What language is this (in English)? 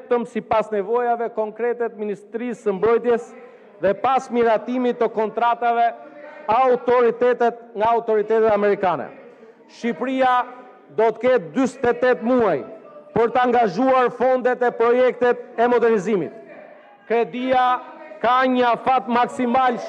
Albanian